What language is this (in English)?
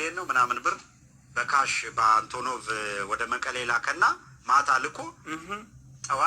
Amharic